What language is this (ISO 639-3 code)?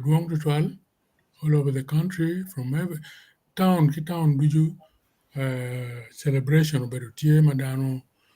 ach